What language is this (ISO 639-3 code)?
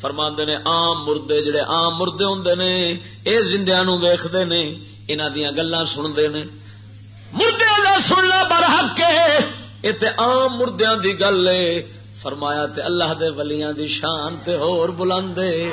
lah